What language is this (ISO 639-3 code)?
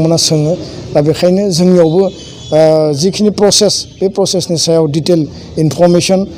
brx